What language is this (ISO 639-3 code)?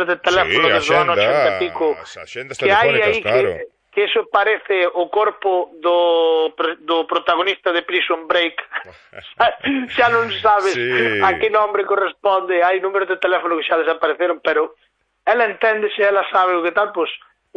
glg